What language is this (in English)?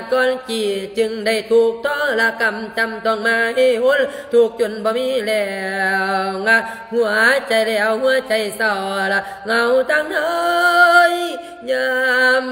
Lao